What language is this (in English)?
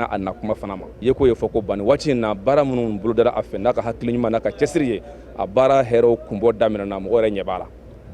Bambara